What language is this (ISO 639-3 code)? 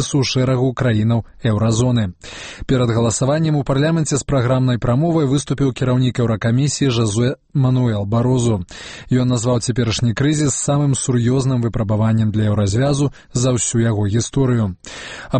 bel